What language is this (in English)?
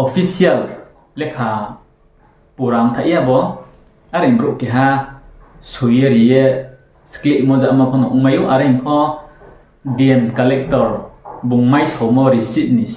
Riang (India)